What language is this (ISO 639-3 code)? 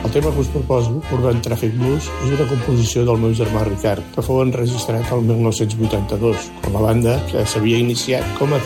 cat